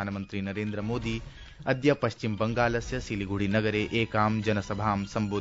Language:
Sanskrit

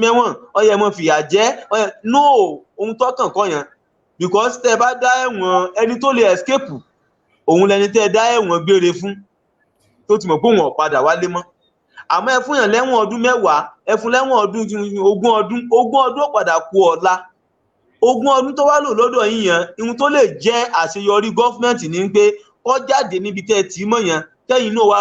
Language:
Yoruba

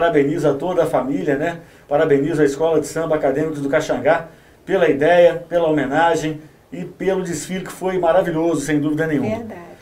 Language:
Portuguese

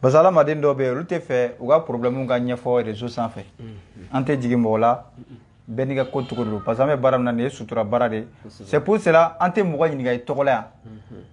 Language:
Bambara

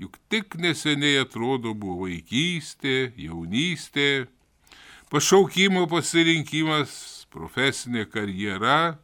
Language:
Lithuanian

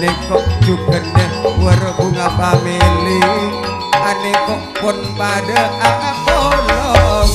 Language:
Madurese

